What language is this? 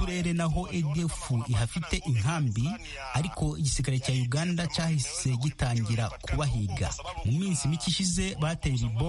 Kinyarwanda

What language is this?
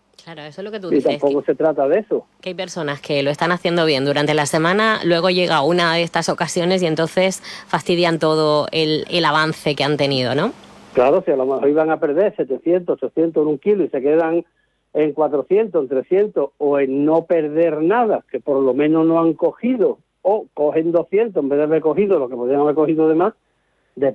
Spanish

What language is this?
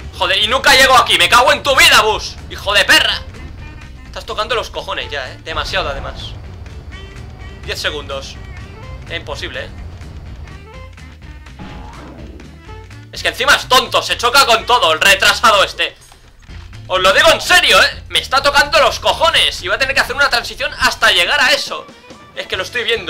Spanish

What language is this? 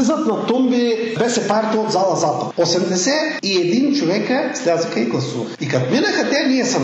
Bulgarian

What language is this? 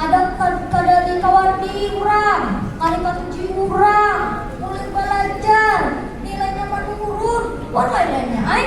Banjar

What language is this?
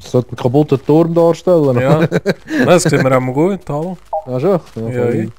Swiss German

